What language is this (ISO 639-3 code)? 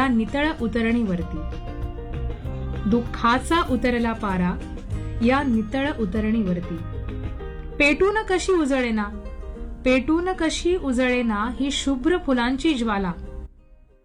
mar